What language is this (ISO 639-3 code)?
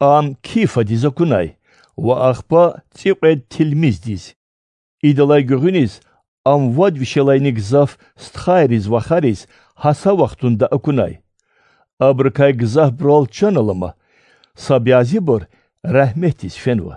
lez